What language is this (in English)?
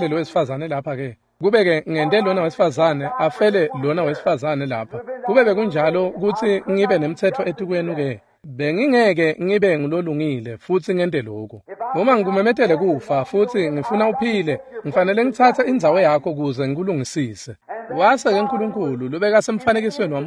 Swati